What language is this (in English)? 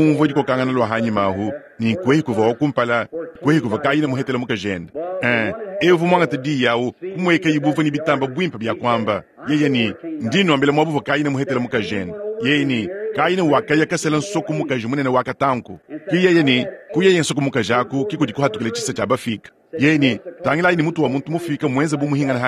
Luba-Lulua